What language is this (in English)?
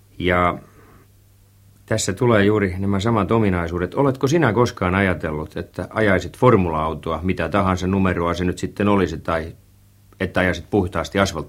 Finnish